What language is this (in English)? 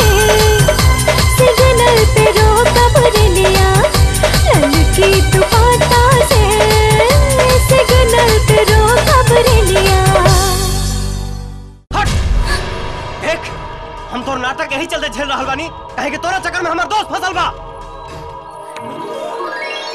Bhojpuri